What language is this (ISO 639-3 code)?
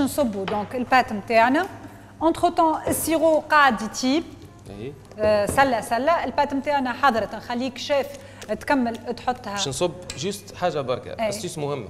aeb